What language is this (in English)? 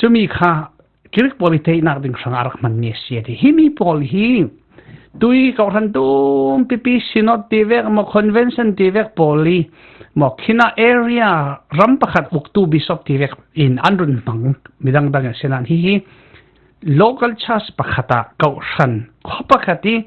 Falam Chin